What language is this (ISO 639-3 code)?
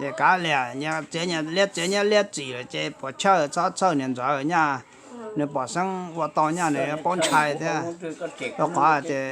hmn